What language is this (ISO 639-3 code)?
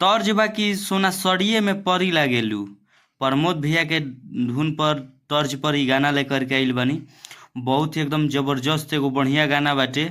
bho